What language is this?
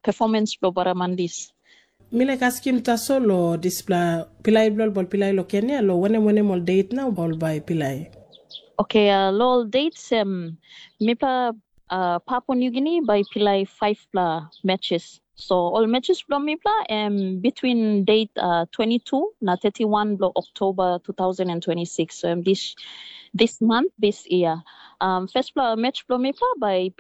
Tok Pisin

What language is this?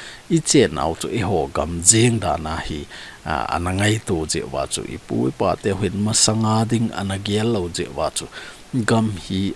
Thado Chin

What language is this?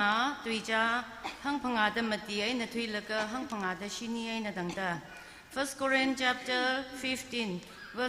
Tangkhul Naga (India)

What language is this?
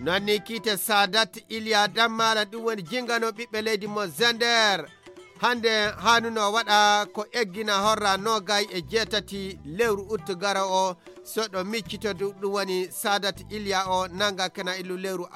Fula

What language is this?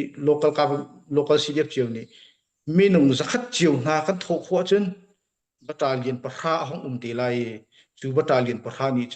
Hakha Chin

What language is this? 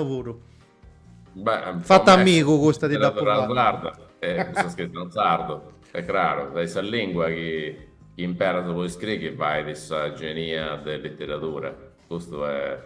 Sardinian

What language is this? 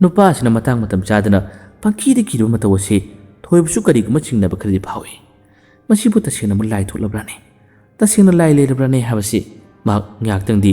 Manipuri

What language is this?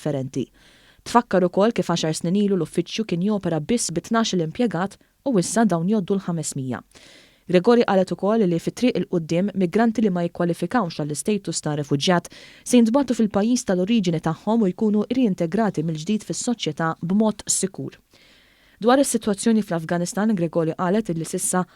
Maltese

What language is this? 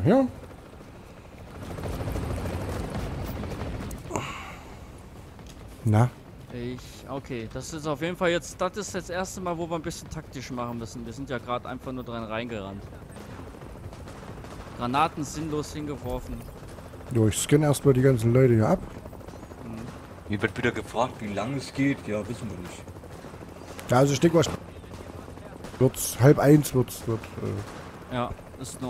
German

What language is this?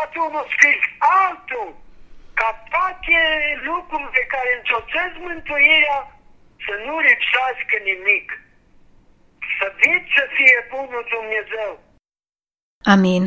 Romanian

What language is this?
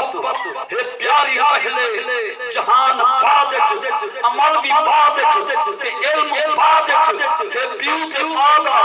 Saraiki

